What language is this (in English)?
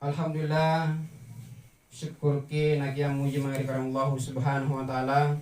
Makasar